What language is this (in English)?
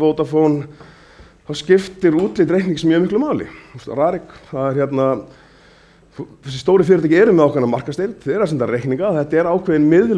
Icelandic